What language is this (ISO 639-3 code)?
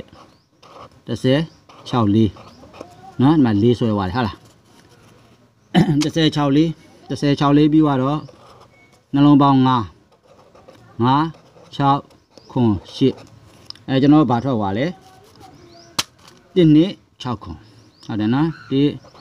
mya